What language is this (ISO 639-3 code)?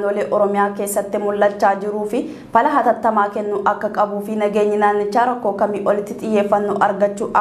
orm